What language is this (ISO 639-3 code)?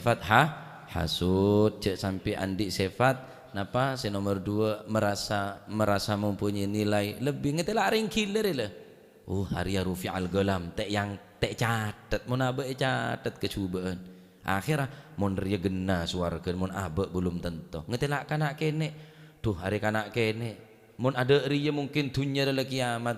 mad